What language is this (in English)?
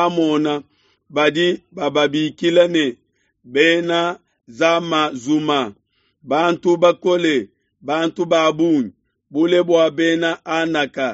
Luba-Lulua